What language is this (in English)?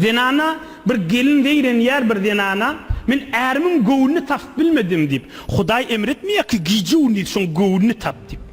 Turkmen